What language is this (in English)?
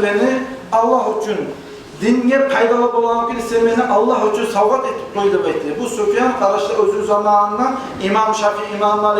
Kumyk